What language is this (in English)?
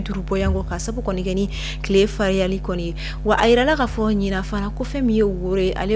Bambara